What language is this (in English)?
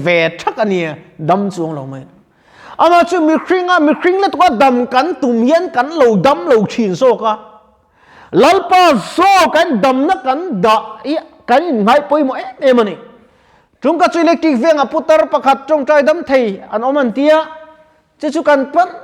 Mizo